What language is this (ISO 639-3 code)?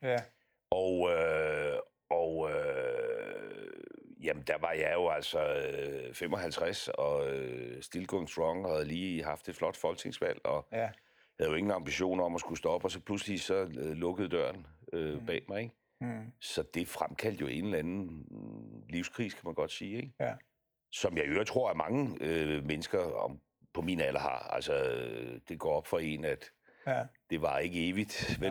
dan